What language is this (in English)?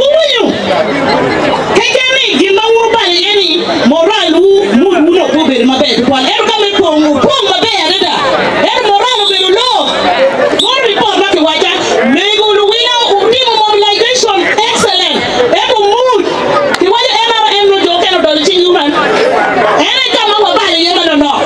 Acoli